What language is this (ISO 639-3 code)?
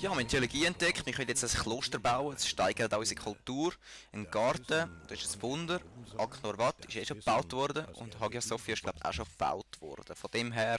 gsw